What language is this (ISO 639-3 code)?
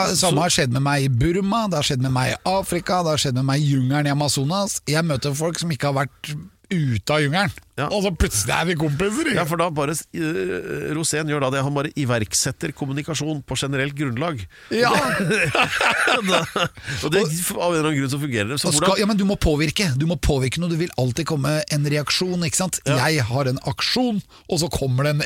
nor